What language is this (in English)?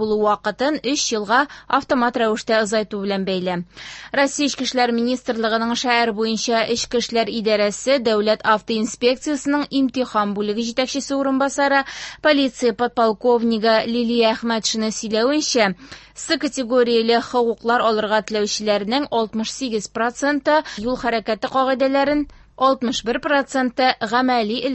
Tatar